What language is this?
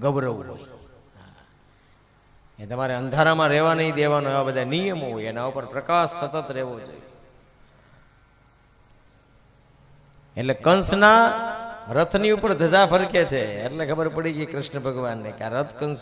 Gujarati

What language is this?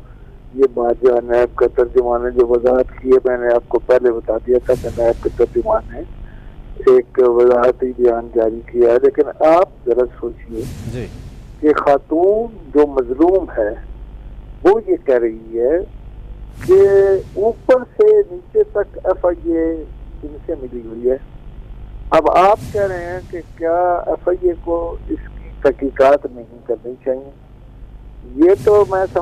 Urdu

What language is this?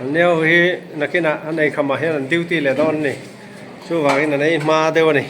Mizo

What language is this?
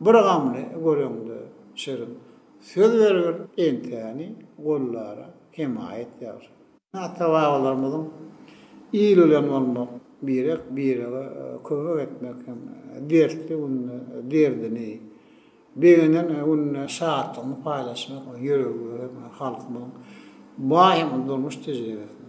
Turkmen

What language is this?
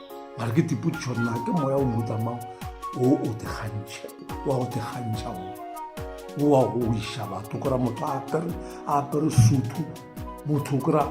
Northern Sotho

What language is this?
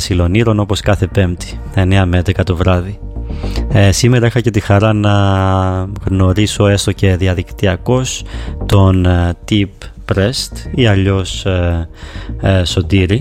Greek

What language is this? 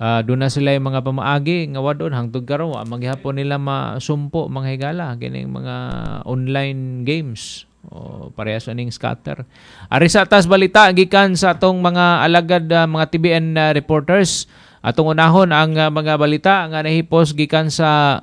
Cebuano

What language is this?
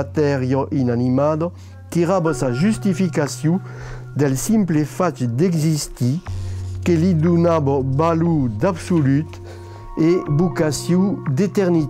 Occitan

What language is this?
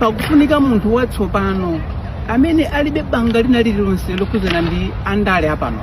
Nyanja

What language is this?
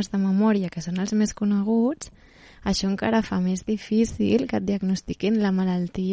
Catalan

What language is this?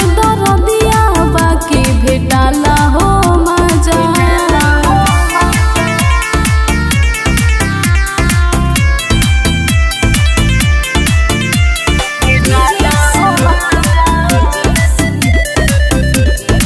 Bhojpuri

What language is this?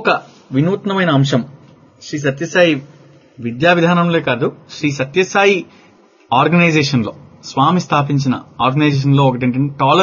Telugu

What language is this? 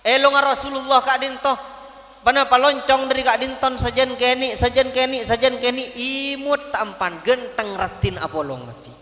Madurese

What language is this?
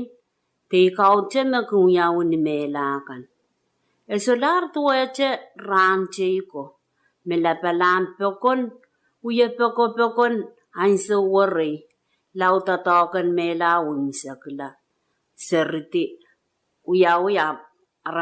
Pohnpeian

